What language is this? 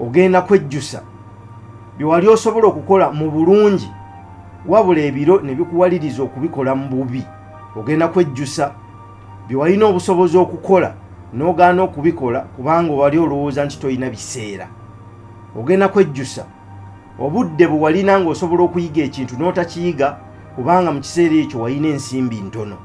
Ganda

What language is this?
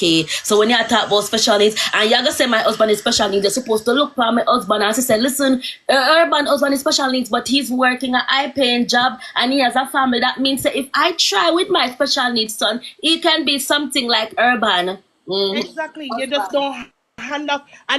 Jamaican Creole English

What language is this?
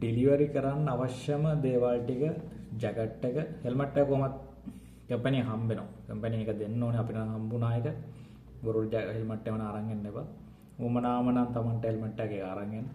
Sinhala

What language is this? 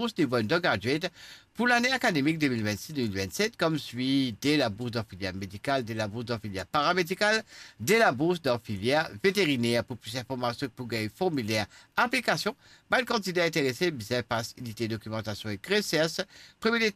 Morisyen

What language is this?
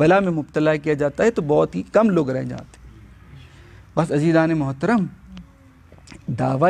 Urdu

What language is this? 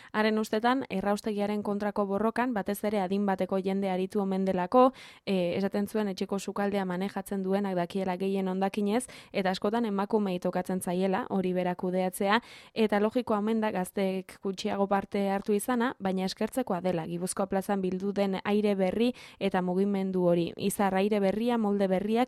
Basque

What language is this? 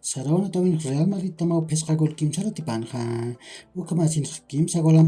Aymara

